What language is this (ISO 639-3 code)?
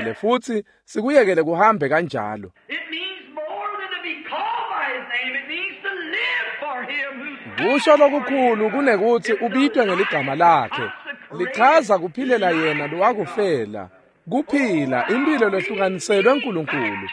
ssw